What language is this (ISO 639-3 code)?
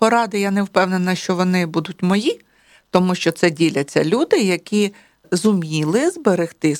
ukr